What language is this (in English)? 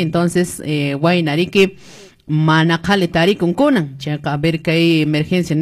Quechua